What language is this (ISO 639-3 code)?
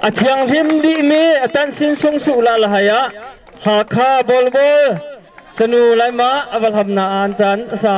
cnh